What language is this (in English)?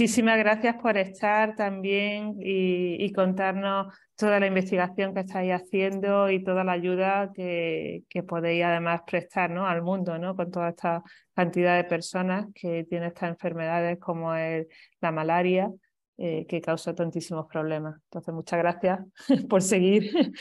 Spanish